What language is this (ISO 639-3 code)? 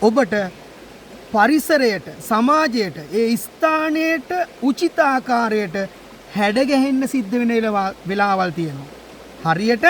sin